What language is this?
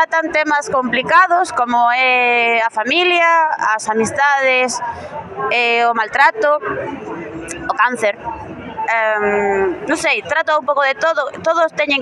Galician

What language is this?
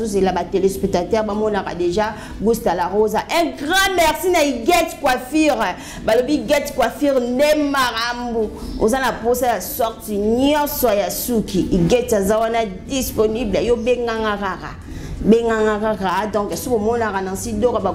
Lingala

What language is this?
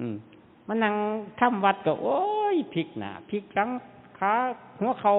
Northeastern Thai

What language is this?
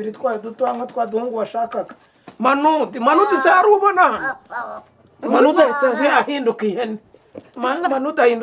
Kinyarwanda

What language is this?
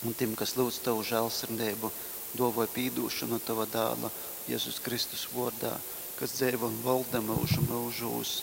Latgalian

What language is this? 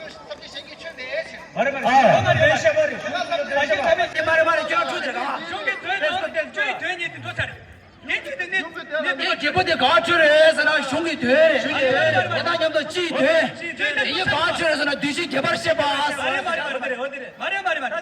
Tibetan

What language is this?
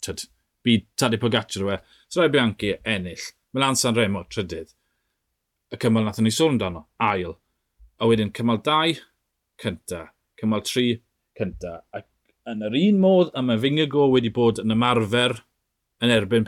Welsh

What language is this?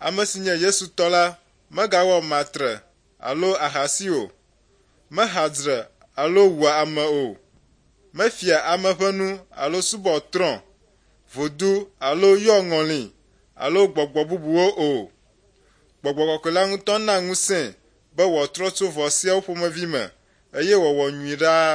Ewe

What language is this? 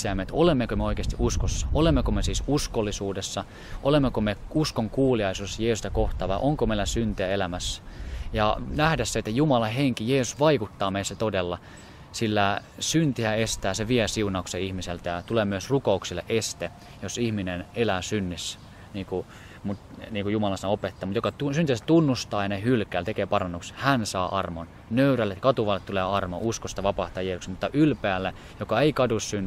Finnish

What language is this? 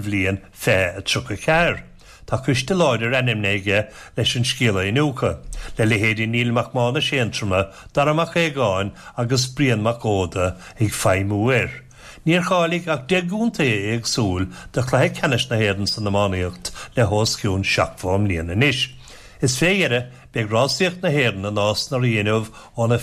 Irish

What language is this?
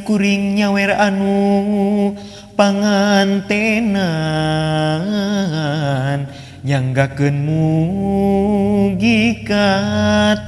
Sundanese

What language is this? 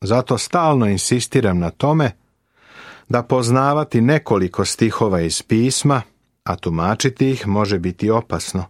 Serbian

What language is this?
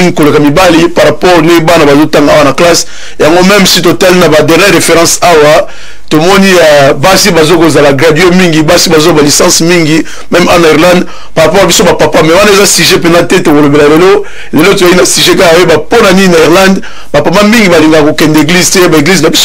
Lingala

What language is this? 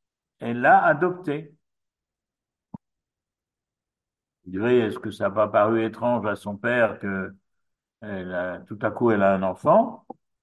French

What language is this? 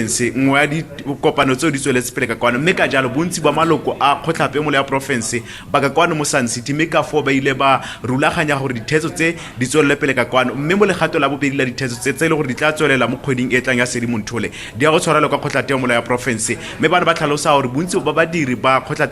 Tswana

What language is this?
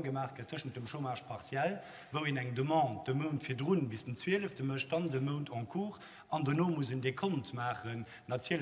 Luxembourgish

